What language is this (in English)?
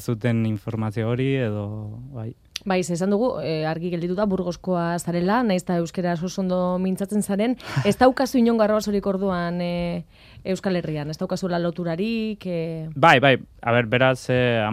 Basque